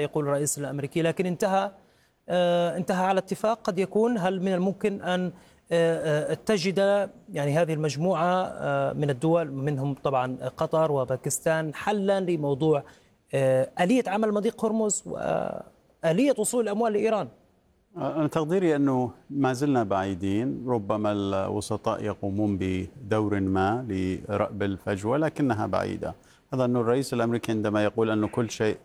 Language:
Arabic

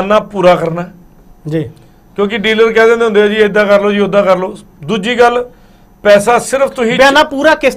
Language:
Punjabi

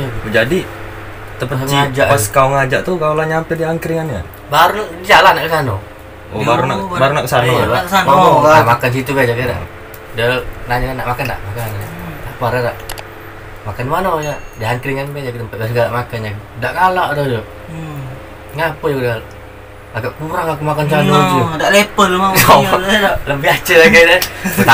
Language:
Musi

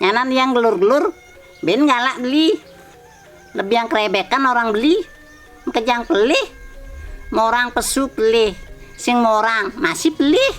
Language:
Balinese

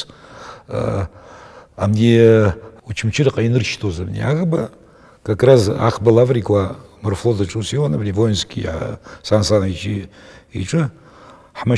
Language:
Abkhazian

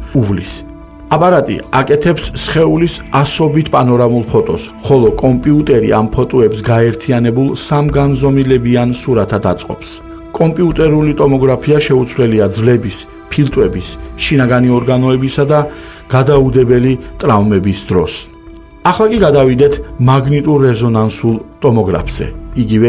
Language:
Georgian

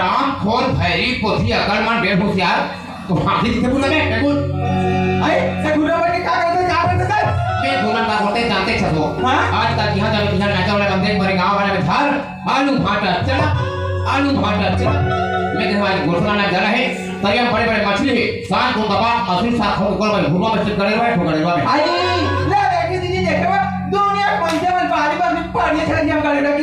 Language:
Chhattisgarhi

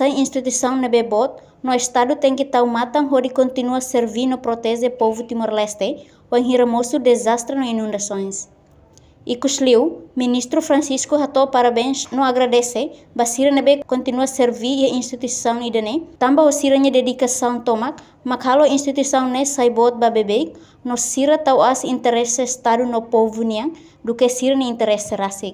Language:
Tetum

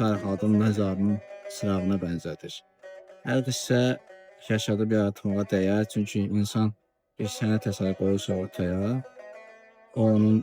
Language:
Azerbaijani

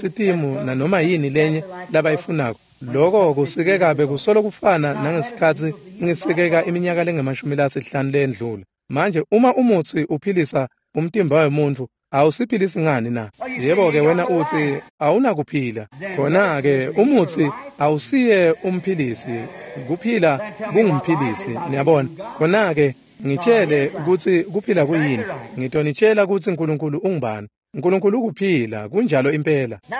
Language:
Swati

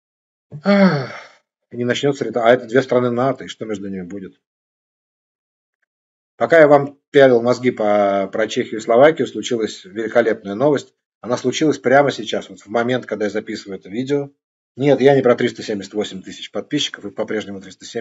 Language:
Russian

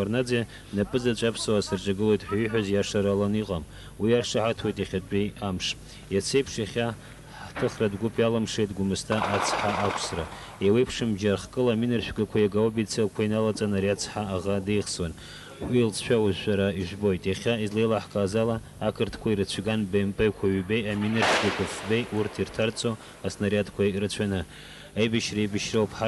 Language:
Abkhazian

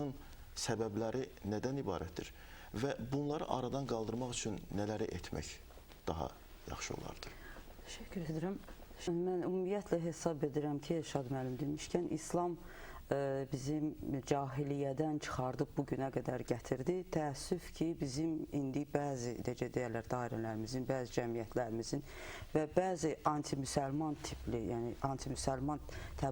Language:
Azerbaijani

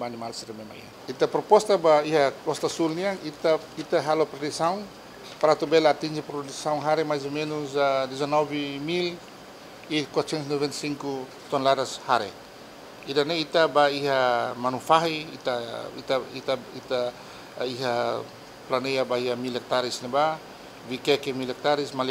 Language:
Tetum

